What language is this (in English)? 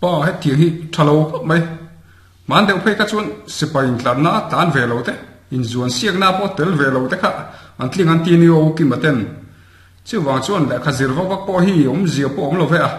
Mizo